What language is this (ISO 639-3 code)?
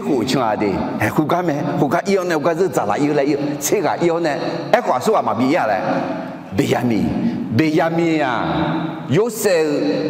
ahk